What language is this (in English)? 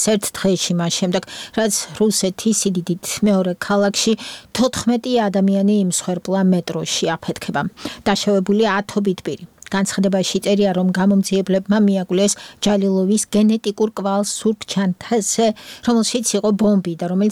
Georgian